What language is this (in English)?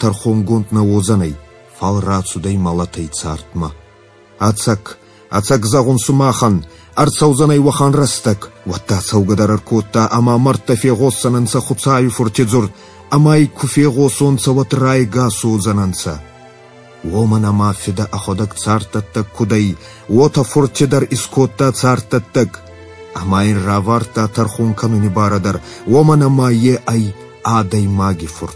Ossetic